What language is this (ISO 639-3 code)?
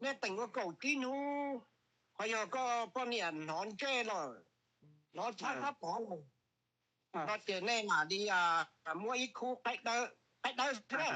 hmn